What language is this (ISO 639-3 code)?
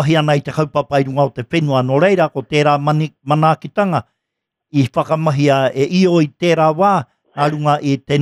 mri